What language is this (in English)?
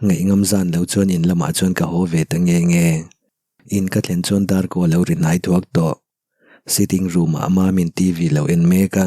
Mizo